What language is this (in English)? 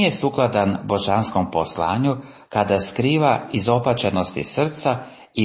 Croatian